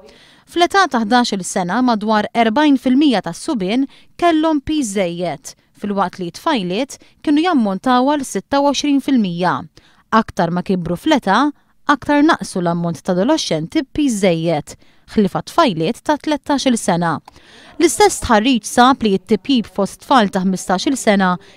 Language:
Maltese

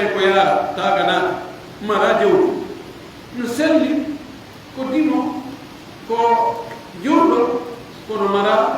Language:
Pular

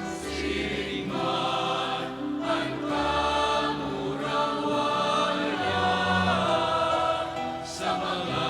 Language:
Bikol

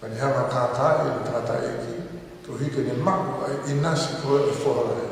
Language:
Tongan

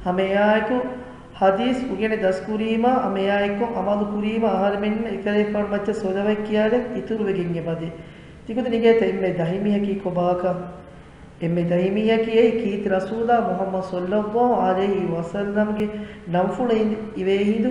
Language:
Divehi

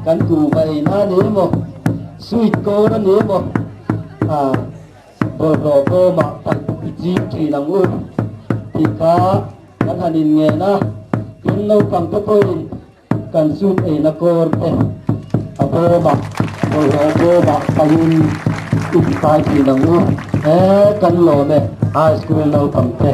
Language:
Mizo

